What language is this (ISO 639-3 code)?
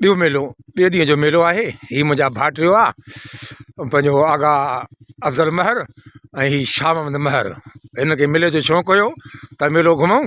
snd